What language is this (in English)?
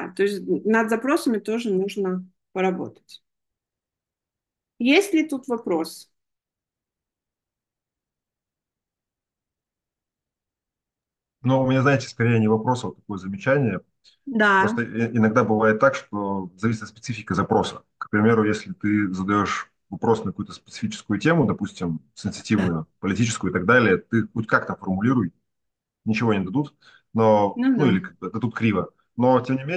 Russian